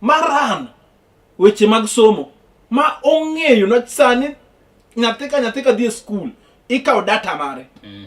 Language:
Luo (Kenya and Tanzania)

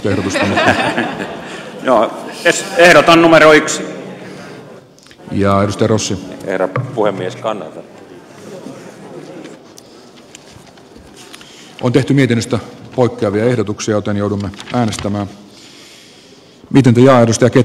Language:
Finnish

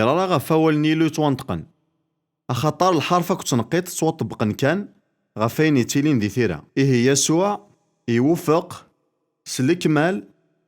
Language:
Kabyle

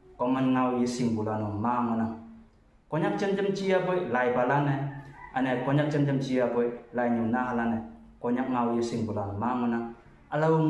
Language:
Konyak Naga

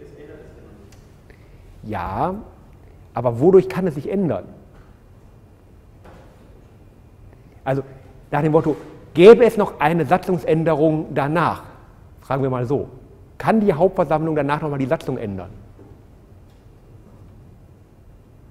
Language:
German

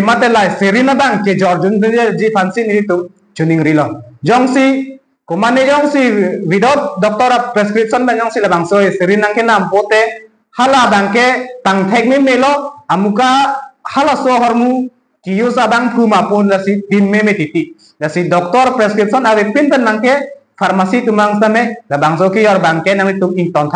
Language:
Karbi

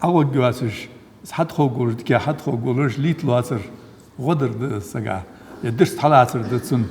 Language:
Ingush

